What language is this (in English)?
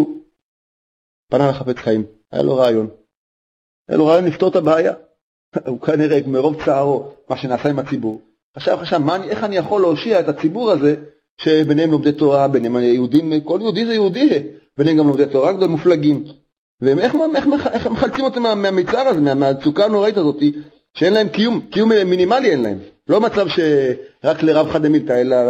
Hebrew